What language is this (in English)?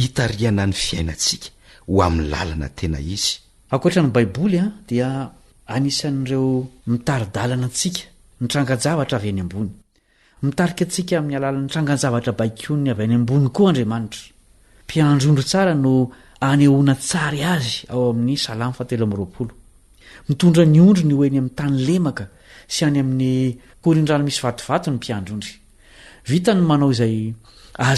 Malagasy